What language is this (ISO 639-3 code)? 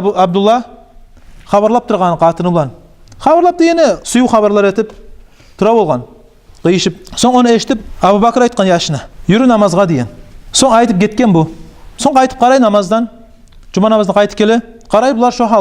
kum